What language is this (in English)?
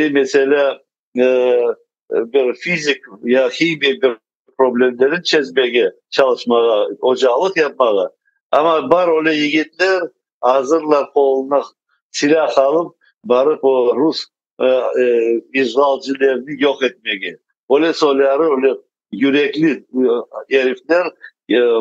Crimean Tatar